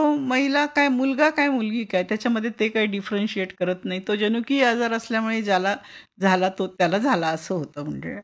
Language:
Marathi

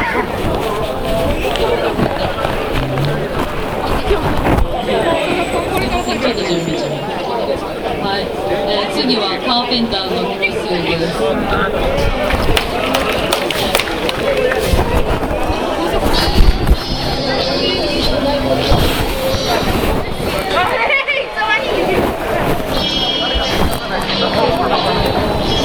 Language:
Japanese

